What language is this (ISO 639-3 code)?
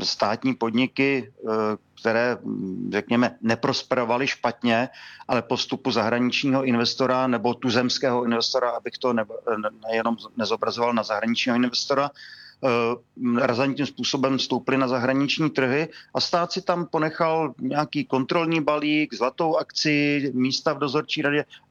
ces